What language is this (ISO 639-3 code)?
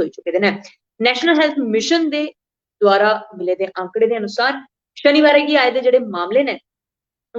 doi